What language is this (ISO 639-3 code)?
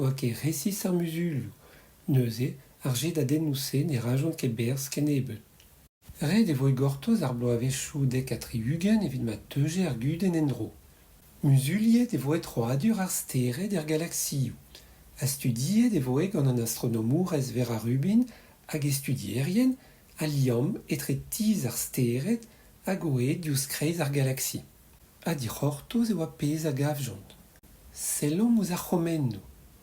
bre